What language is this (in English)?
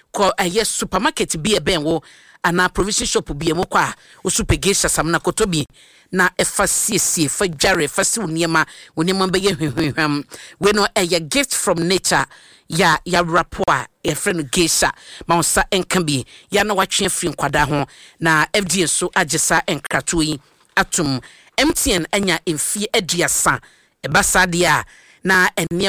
Akan